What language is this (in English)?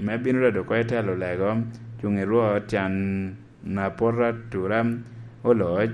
Lango (Uganda)